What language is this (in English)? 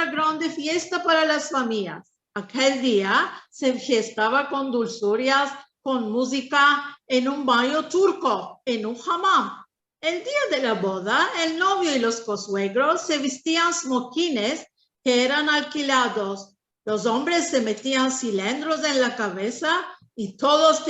Ladino